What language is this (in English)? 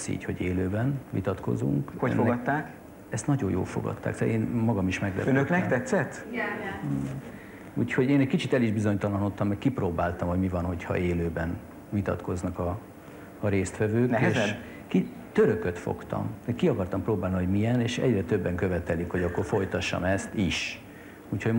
Hungarian